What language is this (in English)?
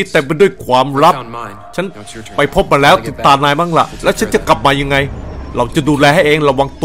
Thai